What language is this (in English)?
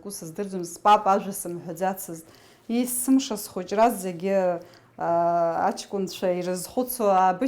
Abkhazian